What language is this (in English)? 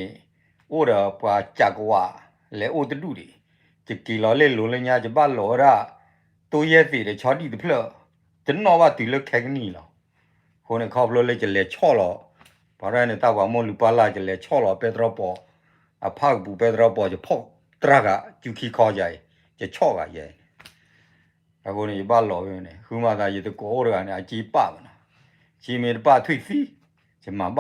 S'gaw Karen